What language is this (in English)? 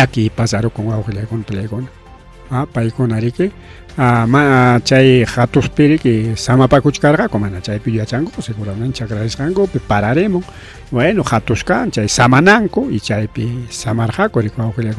Ayacucho Quechua